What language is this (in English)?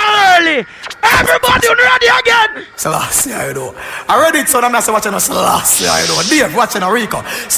Jamaican Creole English